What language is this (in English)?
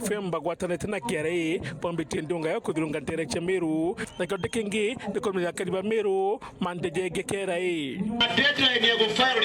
Meru